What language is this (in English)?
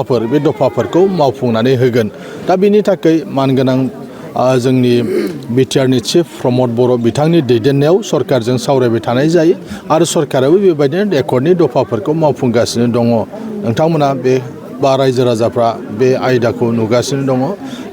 Bodo